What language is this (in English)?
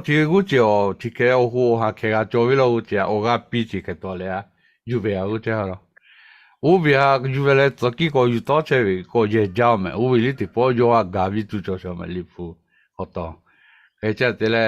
Lahu